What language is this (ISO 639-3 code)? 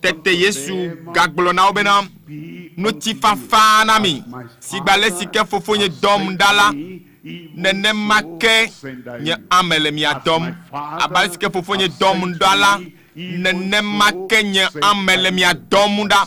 ewe